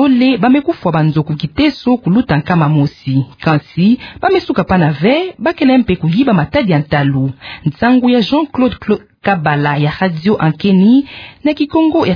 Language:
Kituba (Democratic Republic of Congo)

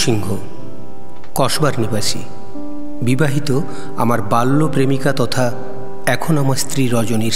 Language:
Bangla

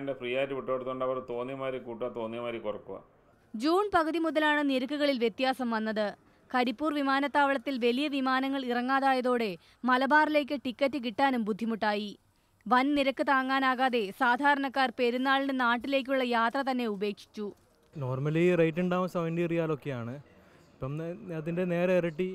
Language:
Malayalam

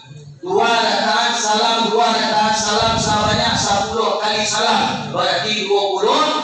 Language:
Minangkabau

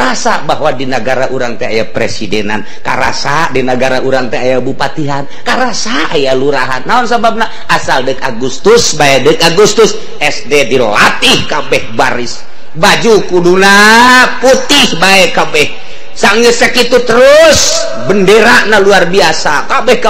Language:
Sundanese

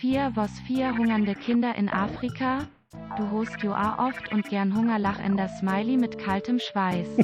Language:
Bavarian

